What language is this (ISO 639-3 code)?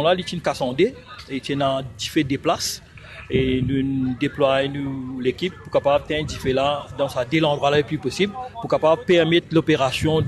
mfe